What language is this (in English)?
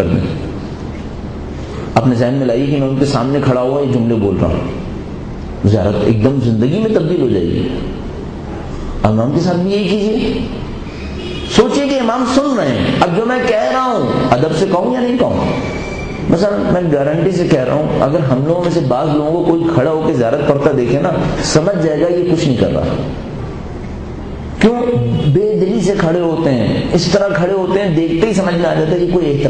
Urdu